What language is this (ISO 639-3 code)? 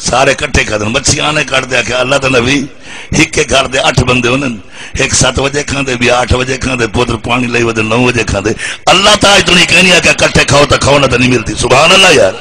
skr